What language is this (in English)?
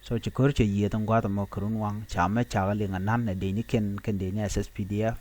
Nuer